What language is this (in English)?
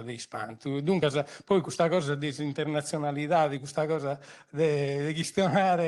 Sardinian